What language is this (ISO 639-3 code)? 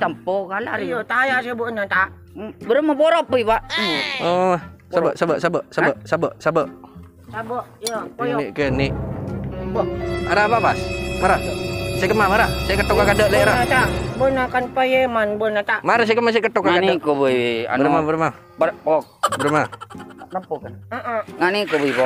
mad